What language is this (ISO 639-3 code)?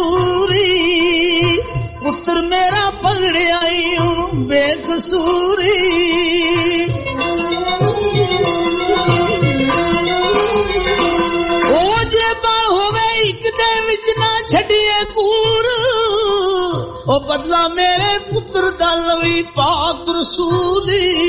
pan